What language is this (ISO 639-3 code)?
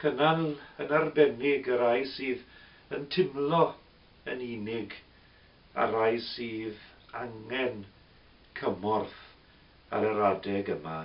cym